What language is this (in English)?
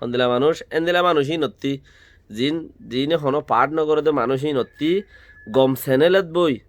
Rohingya